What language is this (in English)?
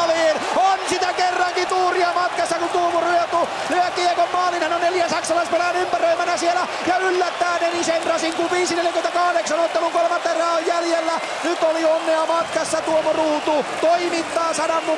Finnish